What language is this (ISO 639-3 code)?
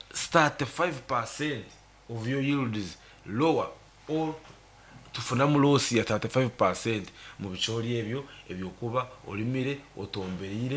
nyo